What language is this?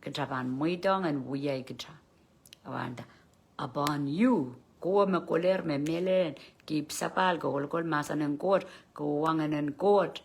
Pohnpeian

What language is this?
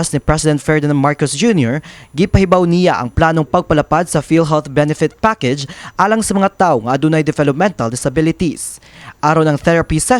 Cebuano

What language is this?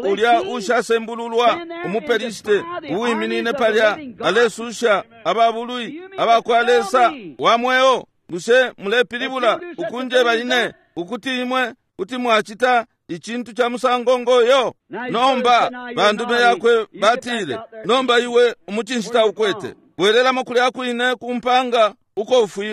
Bemba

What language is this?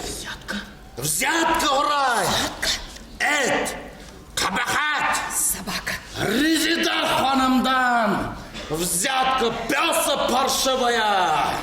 Bashkir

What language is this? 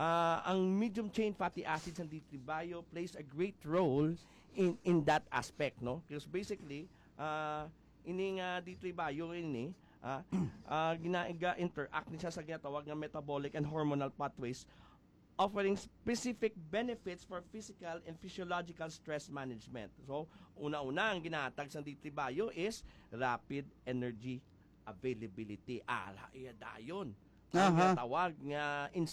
Hiligaynon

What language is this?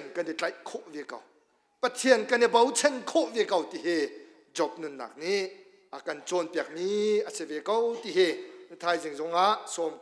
Hakha Chin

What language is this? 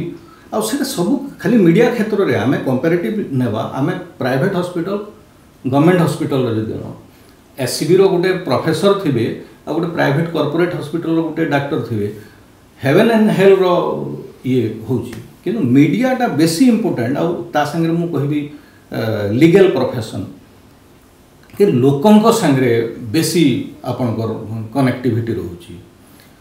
Odia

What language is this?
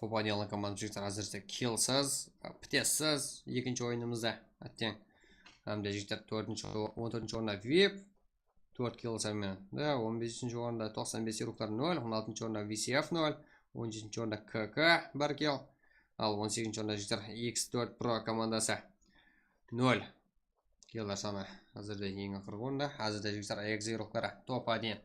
Kara-Kalpak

